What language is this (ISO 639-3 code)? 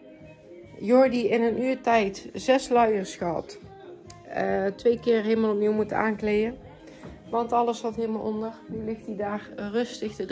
nld